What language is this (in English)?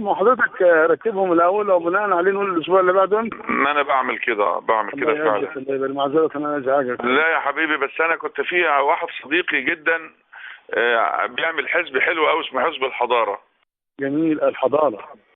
Egyptian Arabic